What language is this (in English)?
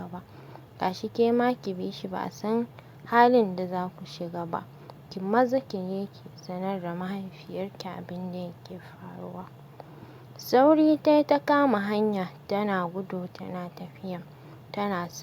Hausa